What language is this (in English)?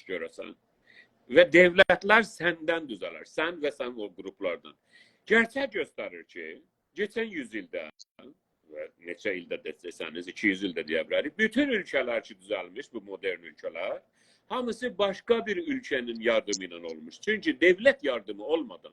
South Azerbaijani